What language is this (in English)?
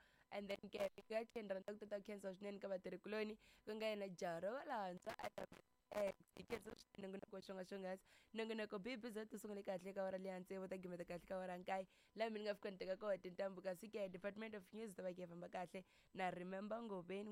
Tsonga